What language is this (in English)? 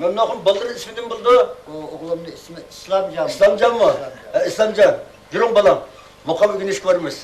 Uyghur